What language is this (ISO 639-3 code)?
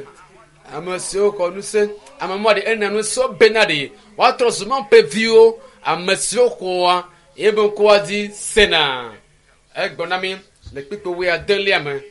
ewe